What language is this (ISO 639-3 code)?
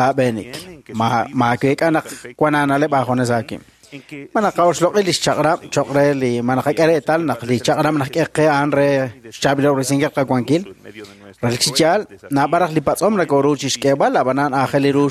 kek